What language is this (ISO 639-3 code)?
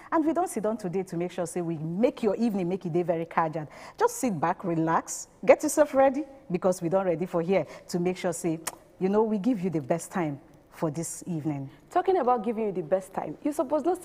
pcm